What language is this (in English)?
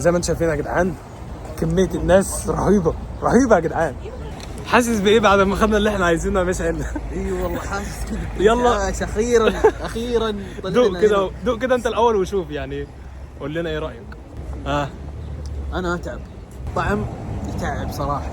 Egyptian Arabic